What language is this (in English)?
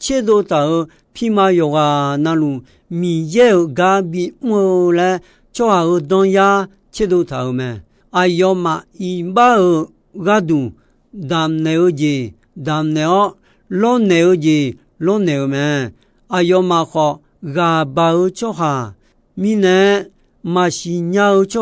Akha